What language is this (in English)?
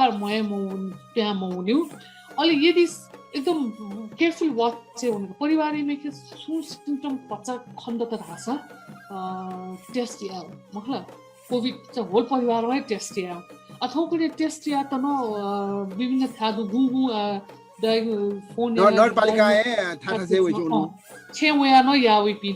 Newari